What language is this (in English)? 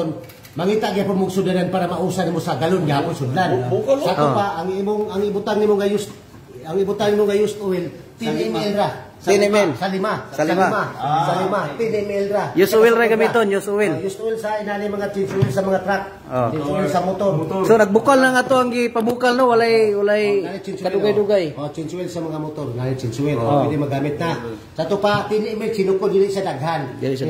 Cebuano